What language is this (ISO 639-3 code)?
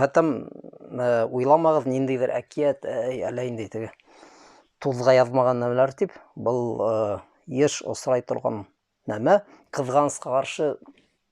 bak